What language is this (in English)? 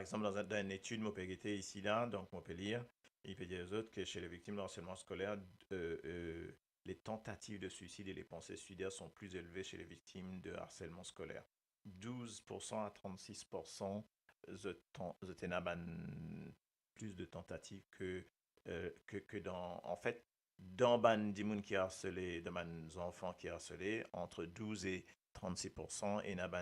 Morisyen